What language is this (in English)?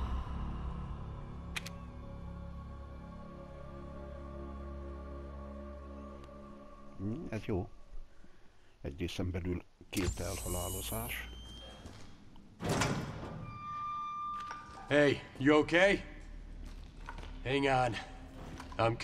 Hungarian